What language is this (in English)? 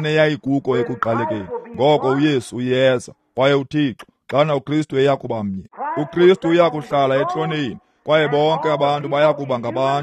Xhosa